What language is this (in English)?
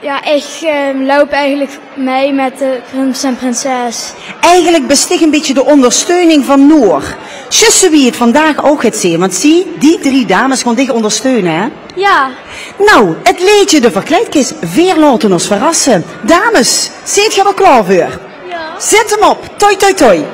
Limburgish